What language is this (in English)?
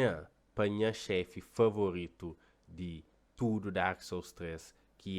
Kabuverdianu